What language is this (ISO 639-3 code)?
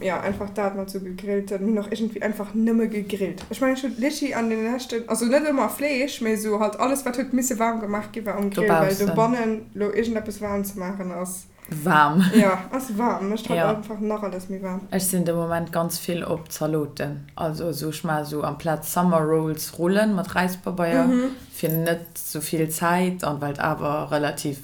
ltz